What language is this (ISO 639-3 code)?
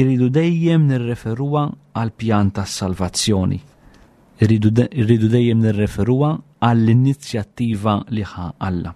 mlt